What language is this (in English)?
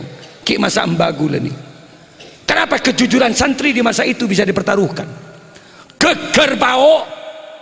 Madurese